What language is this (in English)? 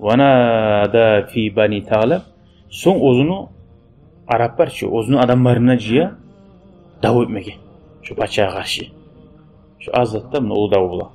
Kumyk